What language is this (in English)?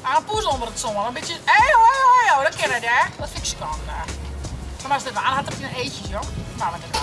Western Frisian